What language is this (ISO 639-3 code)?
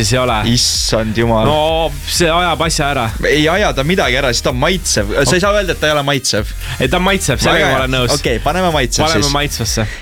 est